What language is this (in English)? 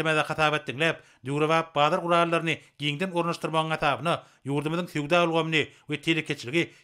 Turkmen